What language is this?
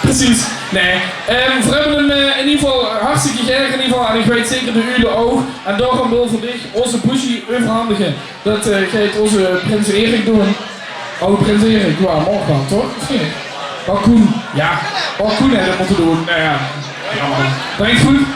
Limburgish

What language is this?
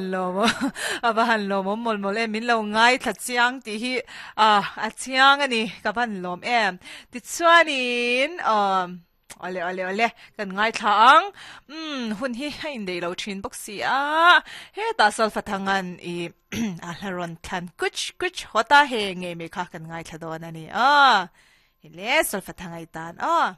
Mizo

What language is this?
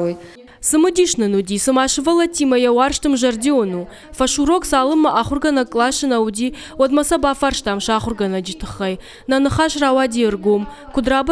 Ossetic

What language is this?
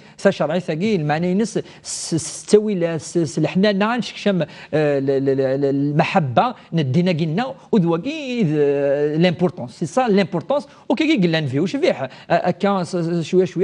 Kabyle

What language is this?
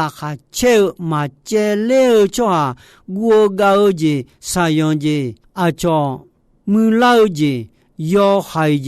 Akha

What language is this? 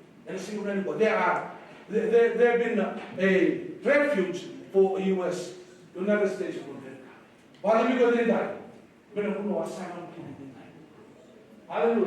Fijian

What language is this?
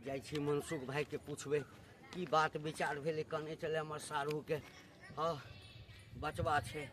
Maithili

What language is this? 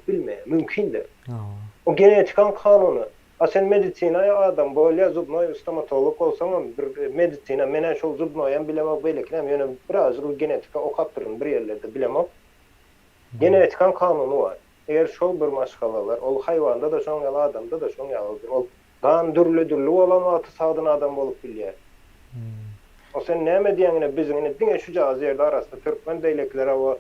Turkmen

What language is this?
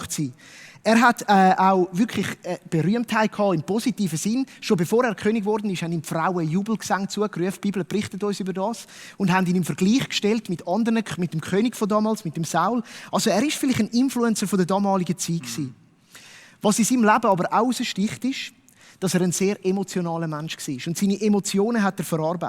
Swiss German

